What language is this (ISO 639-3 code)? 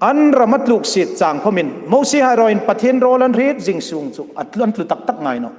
hmr